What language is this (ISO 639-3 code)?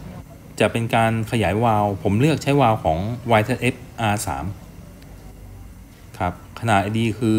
tha